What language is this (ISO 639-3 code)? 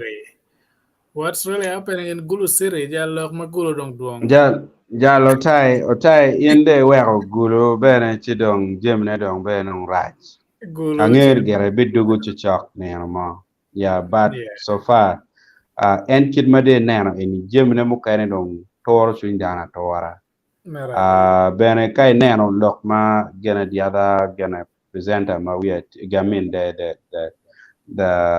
ach